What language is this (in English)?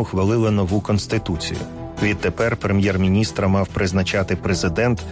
Ukrainian